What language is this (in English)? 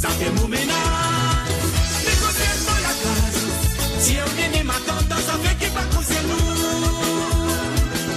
Morisyen